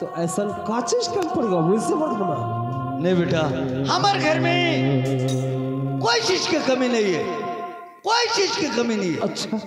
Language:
Chhattisgarhi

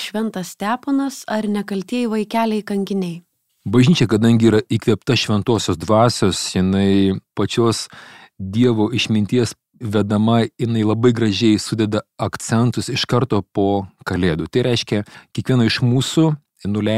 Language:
Lithuanian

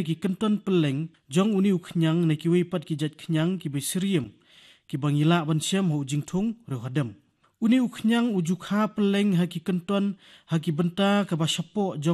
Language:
Khasi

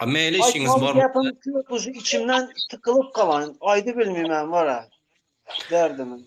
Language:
Turkmen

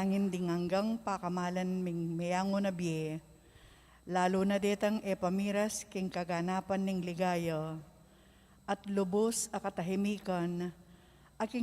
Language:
Pampanga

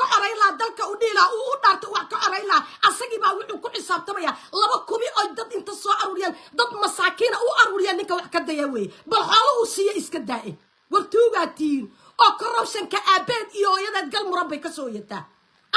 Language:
Somali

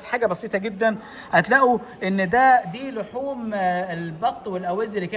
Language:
Egyptian Arabic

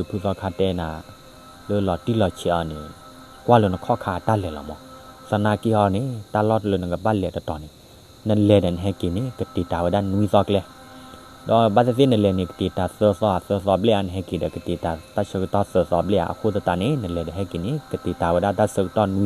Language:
S'gaw Karen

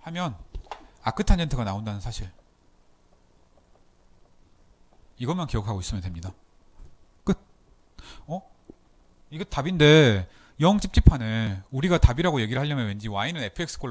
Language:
Korean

